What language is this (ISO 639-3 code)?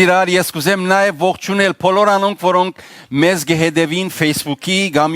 hyw